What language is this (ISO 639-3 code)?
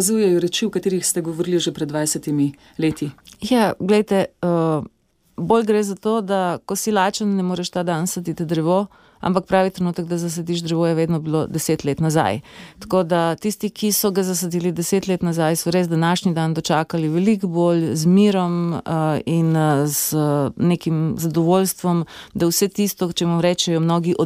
slv